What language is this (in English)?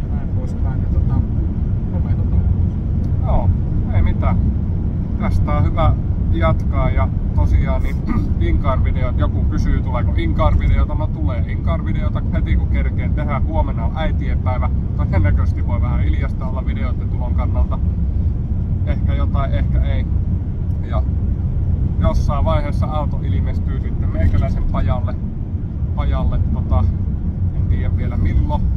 Finnish